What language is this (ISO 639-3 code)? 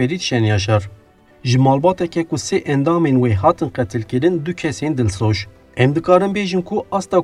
kur